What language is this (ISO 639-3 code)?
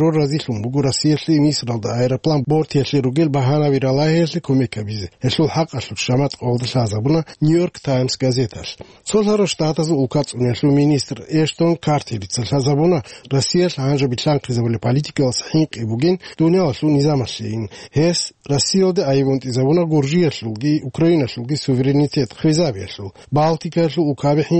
ava